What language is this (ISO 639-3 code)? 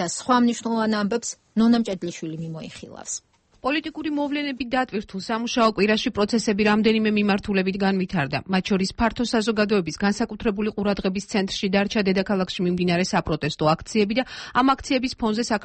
kat